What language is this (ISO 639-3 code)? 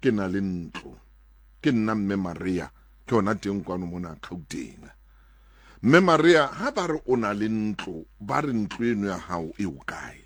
sot